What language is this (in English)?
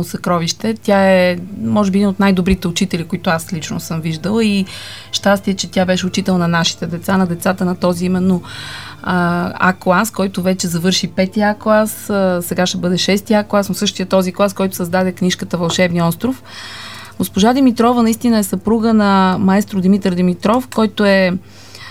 Bulgarian